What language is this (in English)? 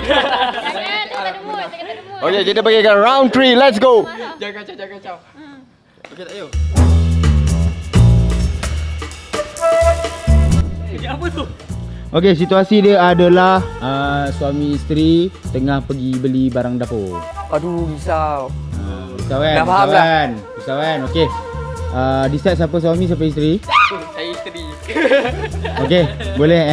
Malay